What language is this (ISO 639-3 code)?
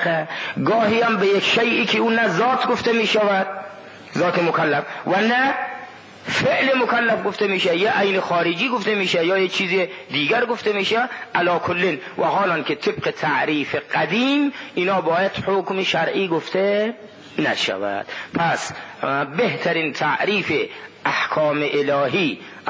fas